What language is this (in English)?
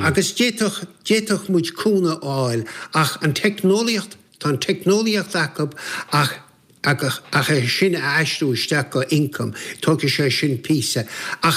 Irish